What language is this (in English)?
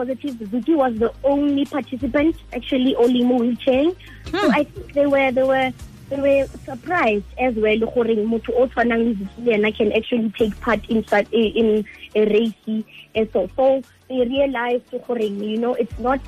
Tswana